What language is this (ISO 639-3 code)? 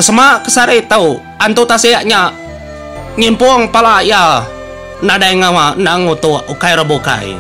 iba